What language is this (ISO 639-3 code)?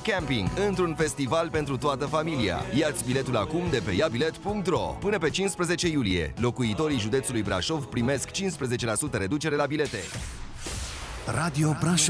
ron